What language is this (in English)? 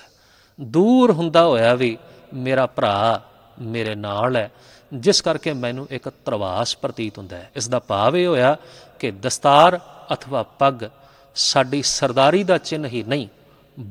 Punjabi